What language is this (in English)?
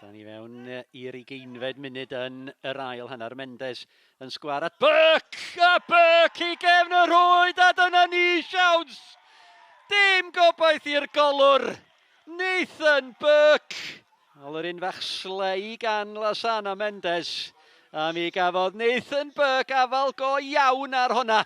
Welsh